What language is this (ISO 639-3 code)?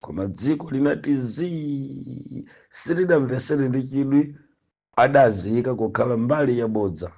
nya